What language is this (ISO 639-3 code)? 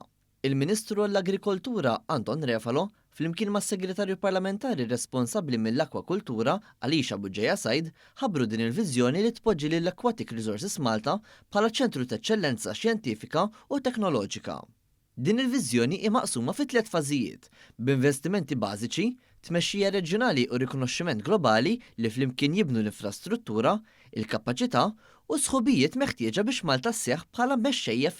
mlt